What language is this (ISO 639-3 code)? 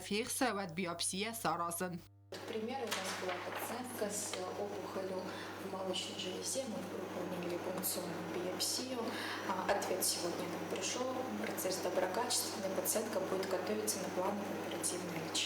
oss